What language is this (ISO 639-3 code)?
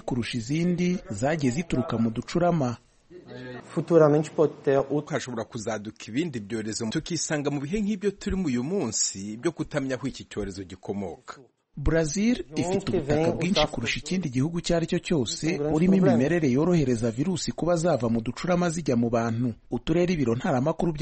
kin